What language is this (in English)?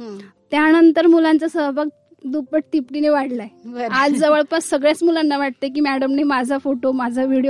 Marathi